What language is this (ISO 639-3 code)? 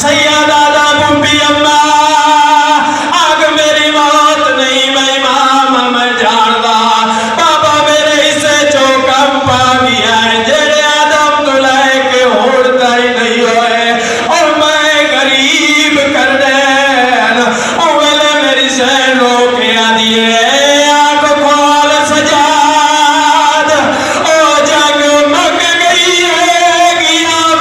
skr